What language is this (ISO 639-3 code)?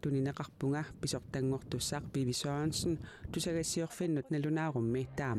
kal